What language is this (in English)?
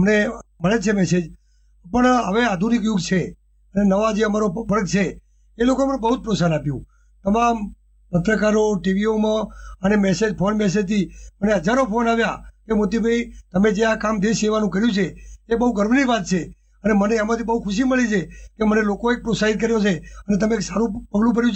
Gujarati